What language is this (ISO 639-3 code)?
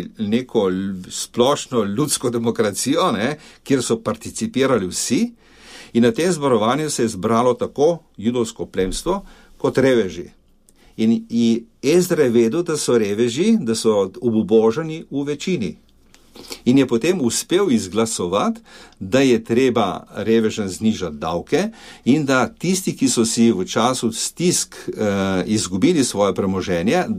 slv